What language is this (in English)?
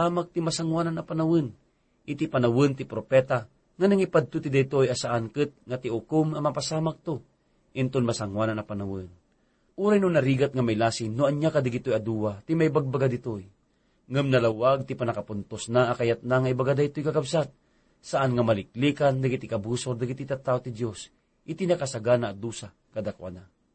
Iloko